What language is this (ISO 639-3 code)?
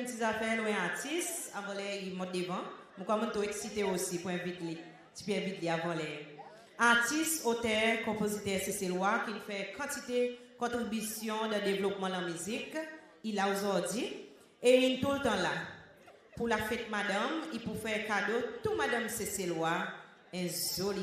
crs